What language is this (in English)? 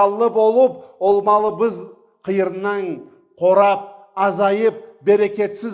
Karachay-Balkar